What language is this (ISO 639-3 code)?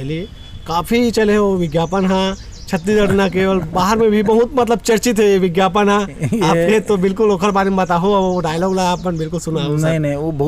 hne